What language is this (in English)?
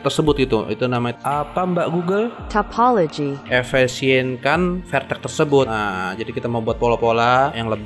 Indonesian